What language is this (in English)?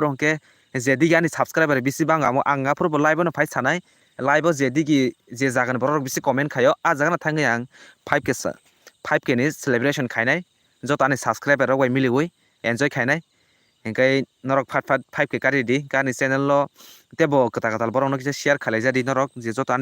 Kok Borok